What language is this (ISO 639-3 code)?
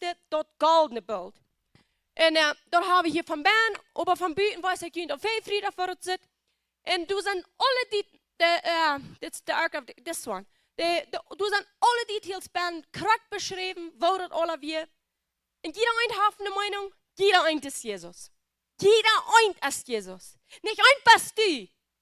pdt